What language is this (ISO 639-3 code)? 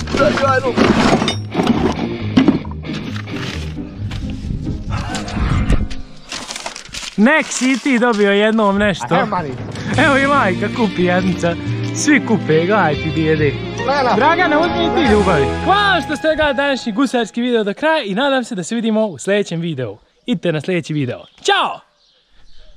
bos